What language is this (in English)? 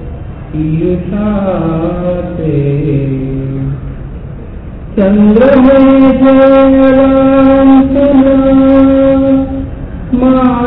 Marathi